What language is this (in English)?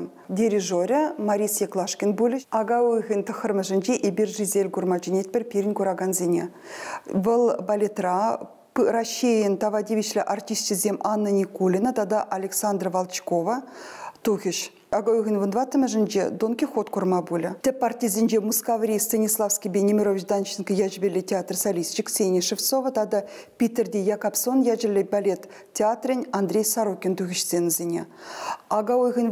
Chuvash